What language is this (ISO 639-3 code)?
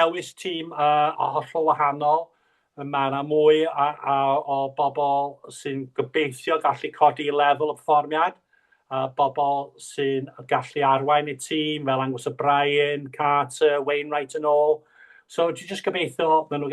cym